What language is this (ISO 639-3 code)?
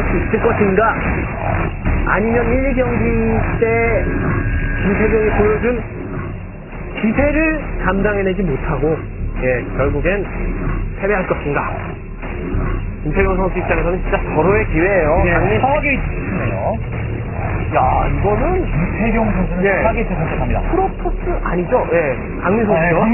kor